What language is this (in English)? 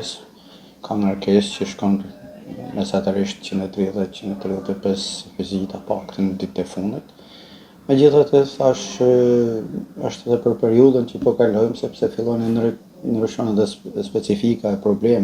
Albanian